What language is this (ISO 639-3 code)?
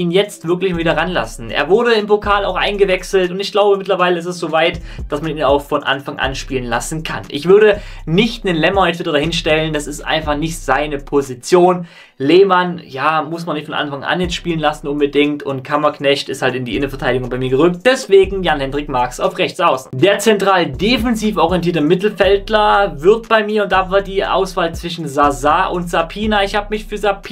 deu